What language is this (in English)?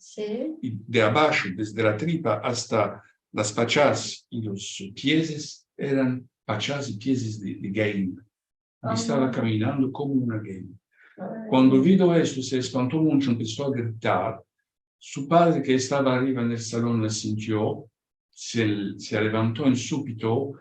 Ladino